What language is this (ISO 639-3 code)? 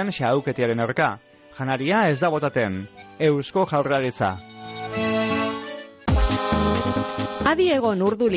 eus